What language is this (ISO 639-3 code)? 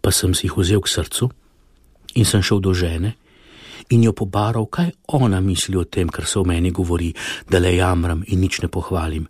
slv